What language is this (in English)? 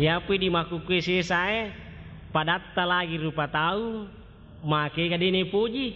Buginese